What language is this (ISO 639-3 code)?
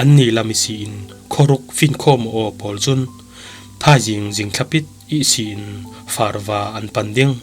cfm